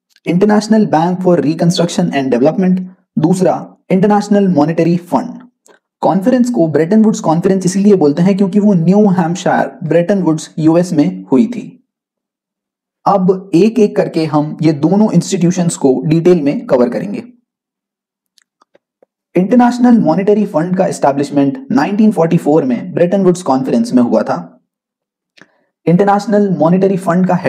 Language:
Hindi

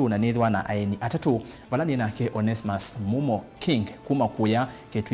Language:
Kamba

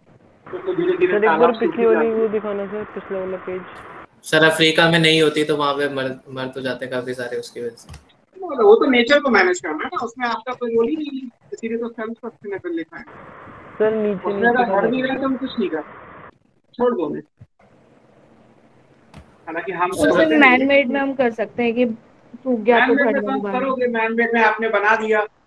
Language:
Hindi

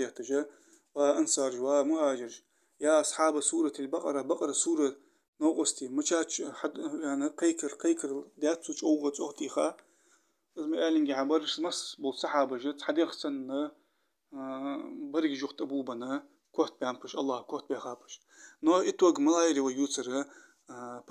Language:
Ingush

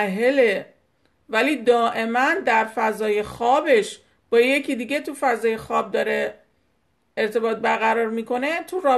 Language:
Persian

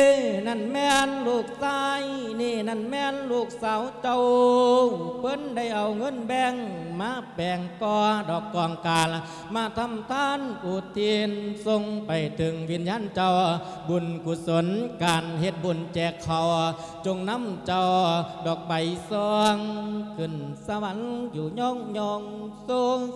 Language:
Lao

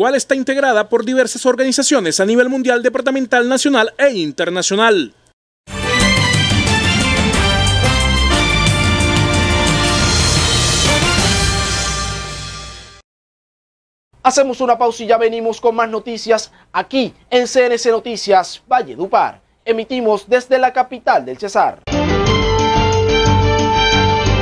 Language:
Spanish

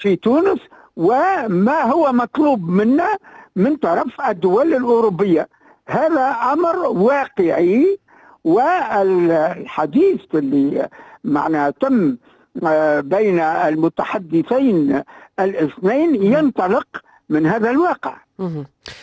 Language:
Tunisian Arabic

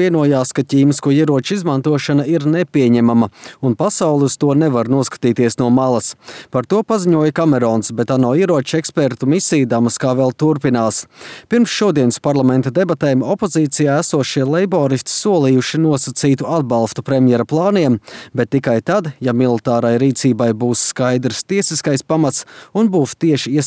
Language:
Latvian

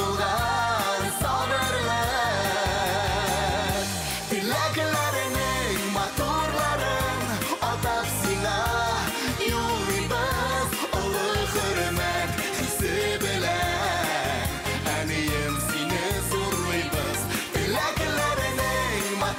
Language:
Bashkir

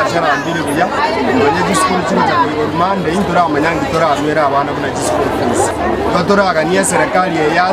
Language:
Gusii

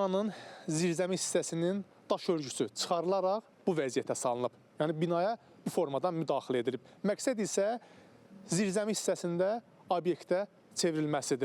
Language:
Azerbaijani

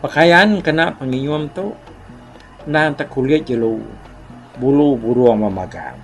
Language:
Iban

